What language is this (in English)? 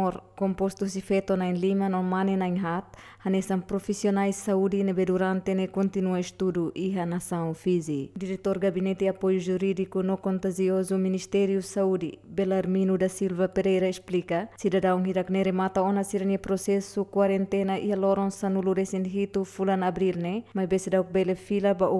Tetum